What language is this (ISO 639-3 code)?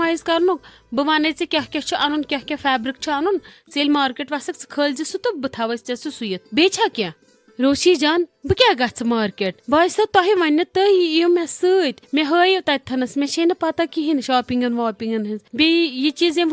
kas